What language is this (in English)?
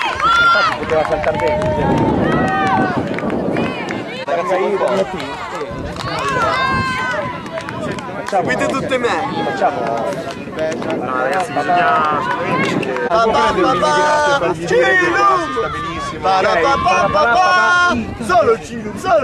Italian